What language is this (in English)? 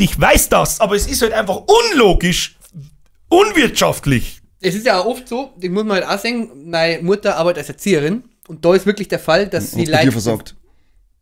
Bavarian